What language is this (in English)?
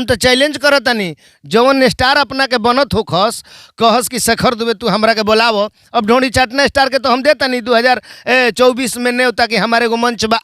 Bhojpuri